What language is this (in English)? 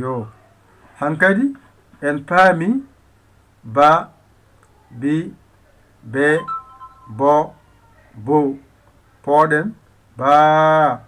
Fula